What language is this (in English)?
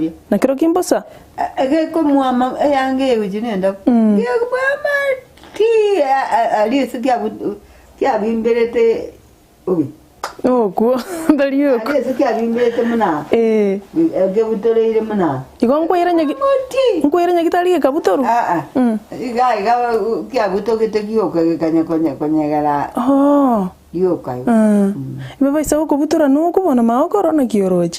Gusii